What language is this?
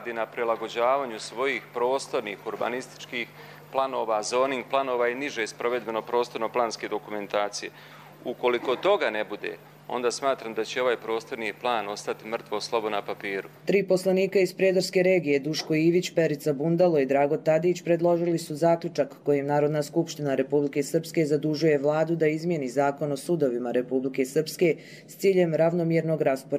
Croatian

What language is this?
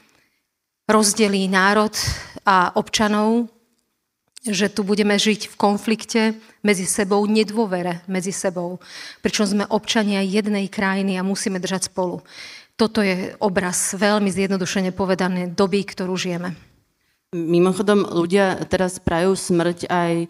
Slovak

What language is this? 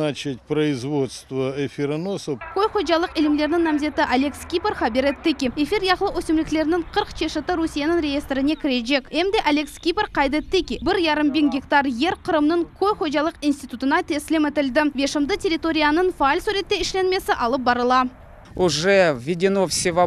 Crimean Tatar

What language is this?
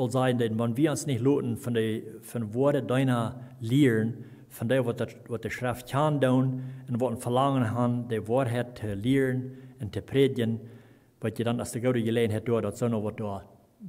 Plautdietsch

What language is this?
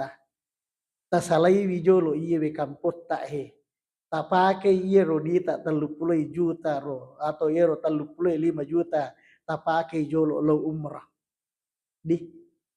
Buginese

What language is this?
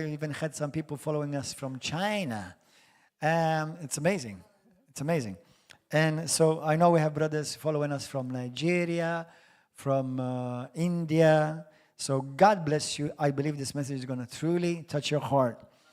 English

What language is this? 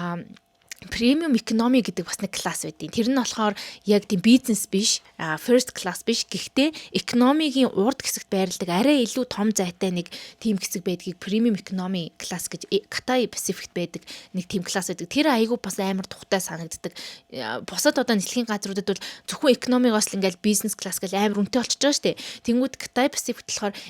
Mongolian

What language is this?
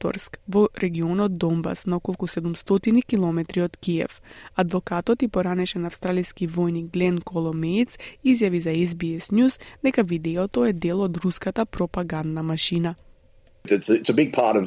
Macedonian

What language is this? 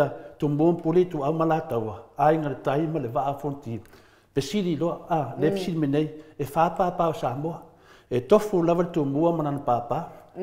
Samoan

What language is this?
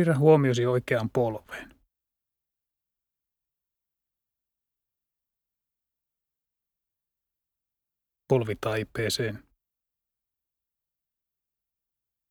Finnish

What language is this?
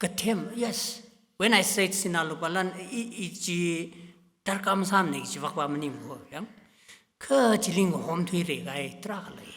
Tangkhul Naga (India)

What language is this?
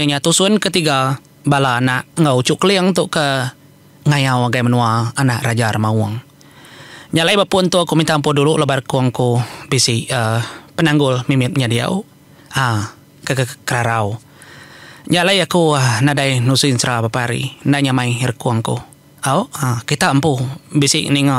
Iban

